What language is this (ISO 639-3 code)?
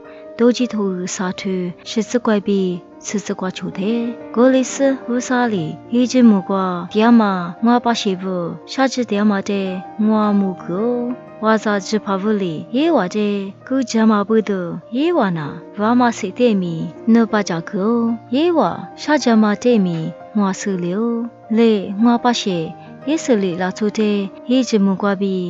lis